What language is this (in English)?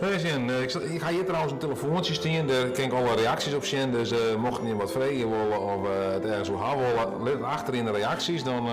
Western Frisian